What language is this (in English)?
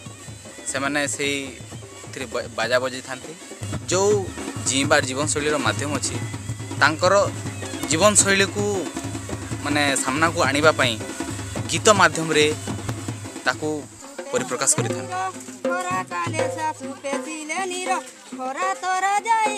Odia